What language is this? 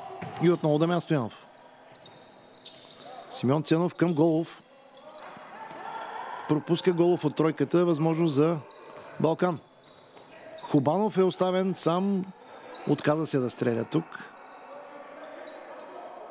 Bulgarian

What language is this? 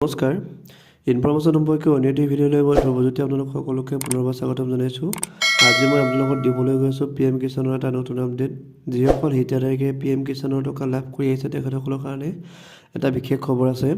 Assamese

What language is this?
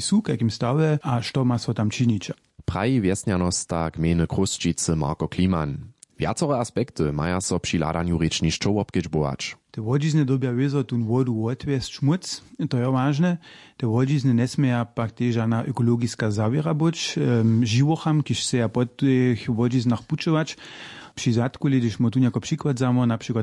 Upper Sorbian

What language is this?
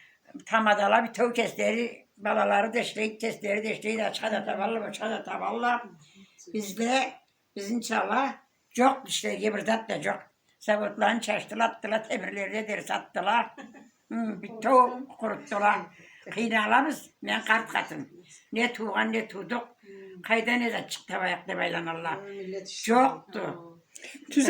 Karachay-Balkar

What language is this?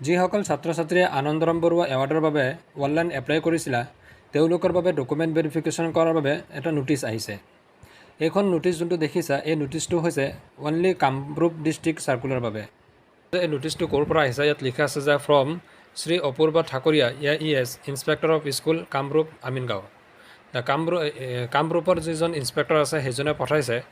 Assamese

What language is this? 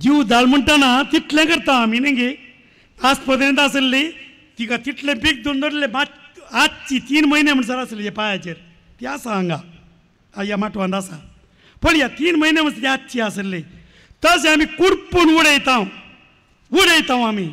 Konkani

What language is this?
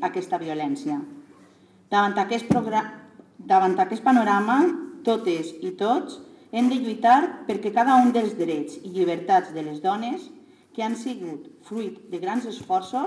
Catalan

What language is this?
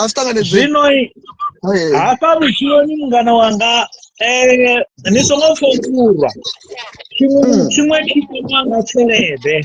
Venda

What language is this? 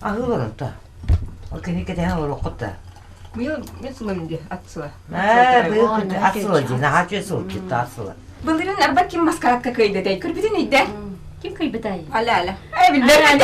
Yakut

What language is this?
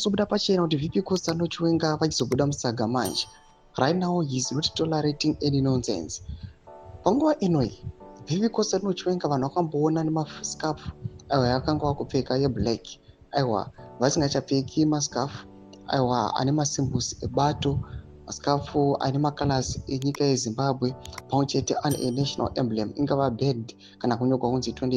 Shona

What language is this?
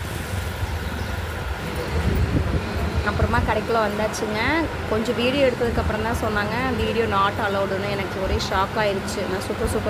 Tamil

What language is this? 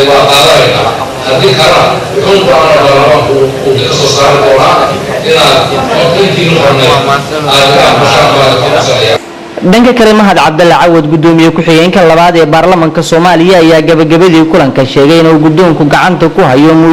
Somali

